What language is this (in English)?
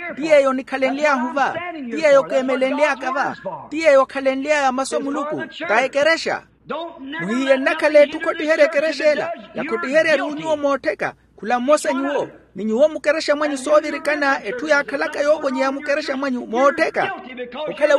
Makhuwa